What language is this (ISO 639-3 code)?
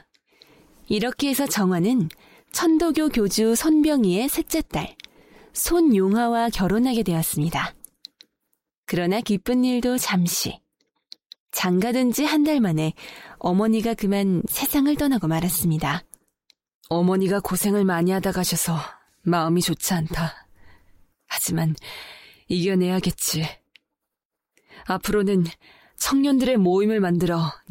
kor